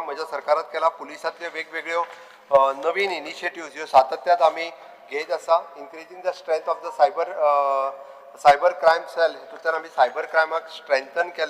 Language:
Konkani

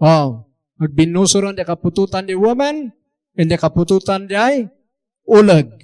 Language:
Iloko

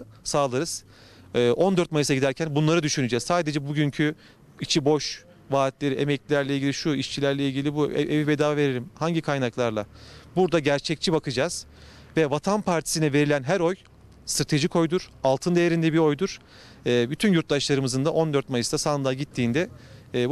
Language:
Turkish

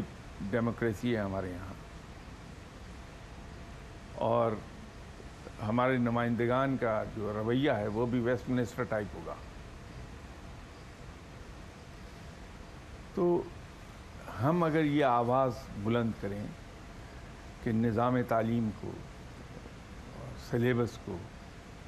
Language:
Urdu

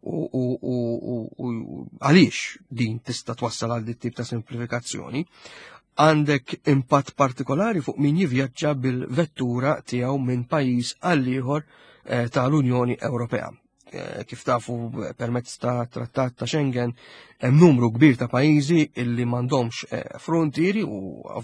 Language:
Maltese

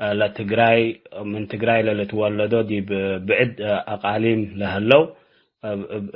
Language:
Tigre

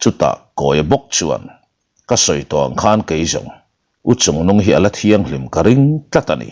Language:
Mizo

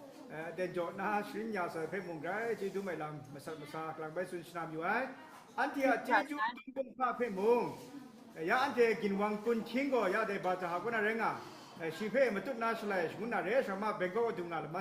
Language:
Kachin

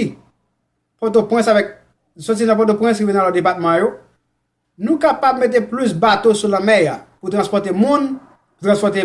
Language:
Haitian Creole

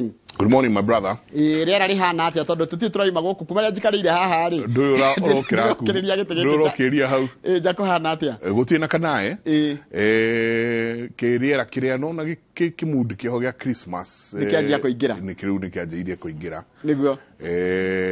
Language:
Kikuyu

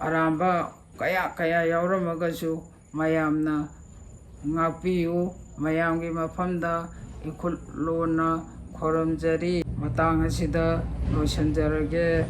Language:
Manipuri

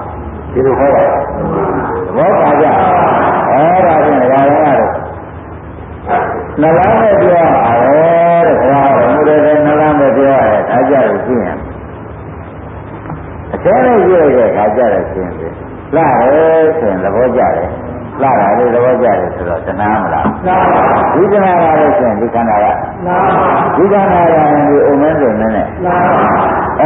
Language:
Burmese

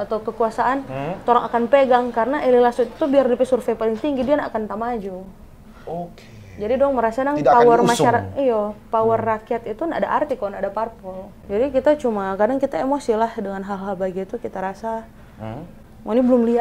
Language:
Manado Malay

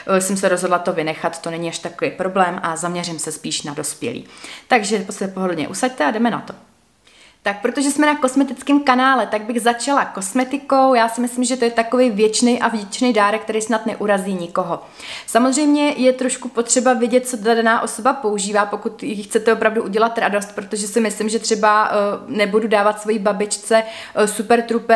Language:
Czech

